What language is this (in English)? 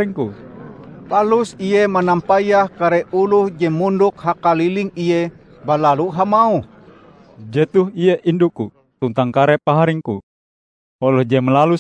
Ngaju